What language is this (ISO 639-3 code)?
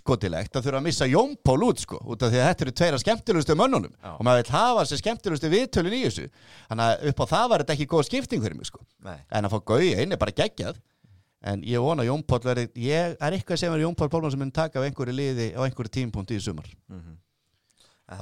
isl